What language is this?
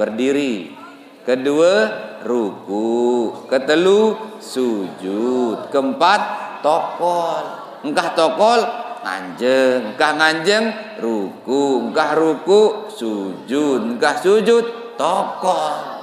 Sasak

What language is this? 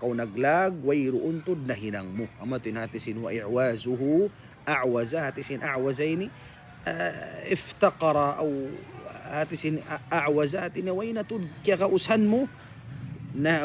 Tausug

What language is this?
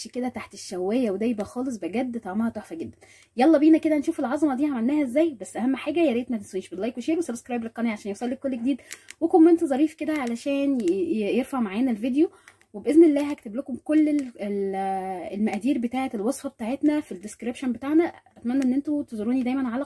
Egyptian Arabic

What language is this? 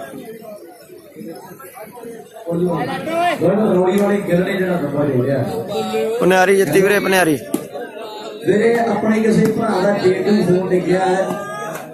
Punjabi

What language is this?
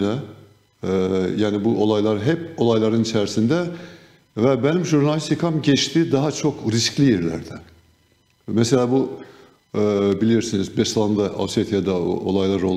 Gagauz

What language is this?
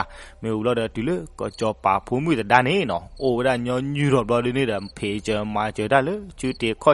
S'gaw Karen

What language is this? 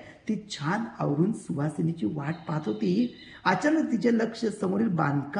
Marathi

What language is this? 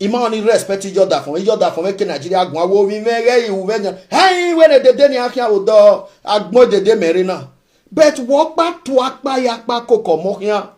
Nigerian Pidgin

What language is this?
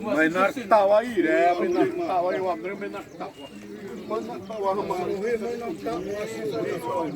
Xavánte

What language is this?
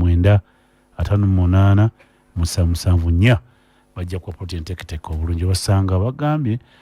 Ganda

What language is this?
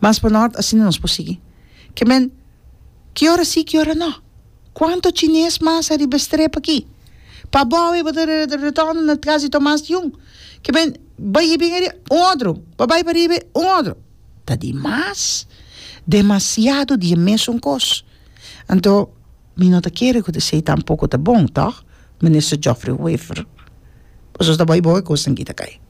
Papiamento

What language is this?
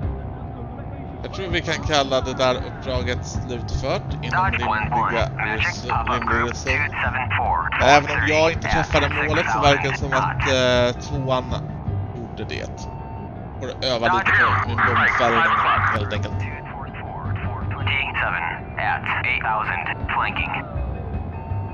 Swedish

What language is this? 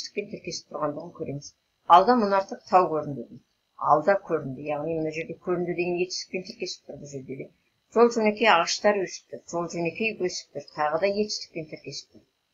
Kazakh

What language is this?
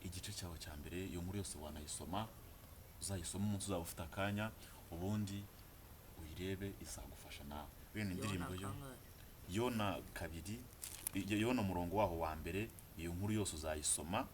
Kinyarwanda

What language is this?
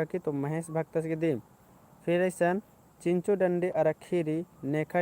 Kurukh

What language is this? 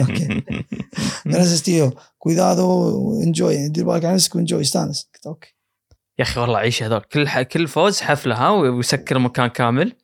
Gulf Arabic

